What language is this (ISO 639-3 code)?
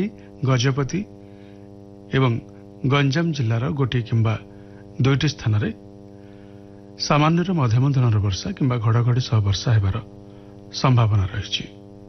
ori